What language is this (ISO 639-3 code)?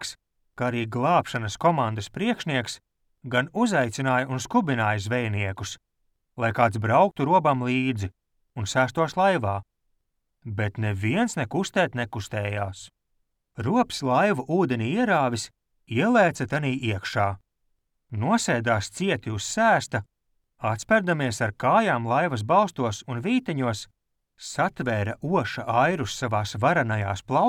lav